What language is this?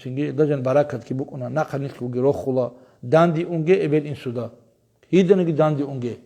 Avaric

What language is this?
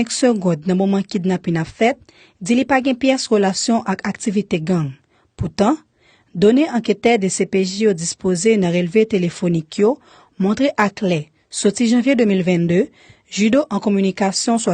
Haitian Creole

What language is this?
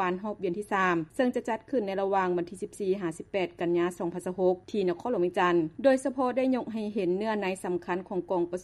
Lao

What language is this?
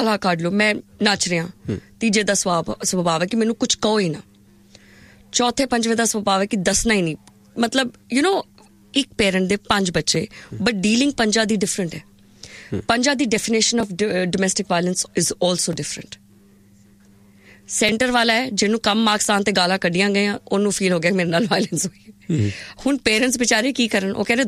Punjabi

